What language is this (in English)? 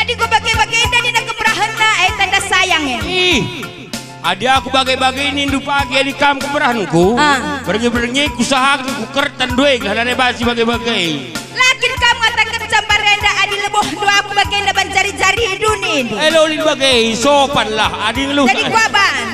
Batak Karo